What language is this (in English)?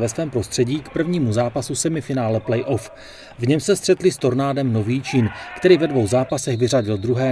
Czech